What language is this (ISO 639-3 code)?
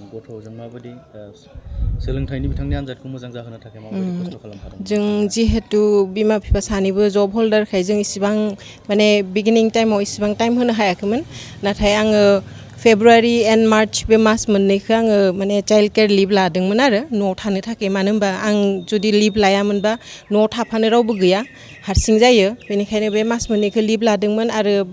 brx